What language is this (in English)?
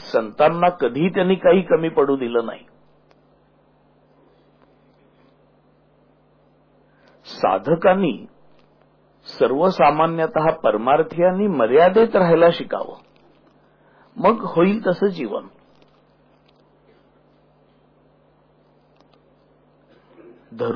Marathi